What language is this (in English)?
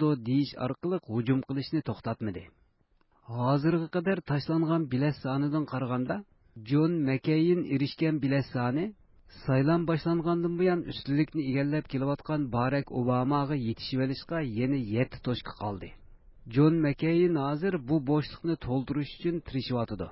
Uyghur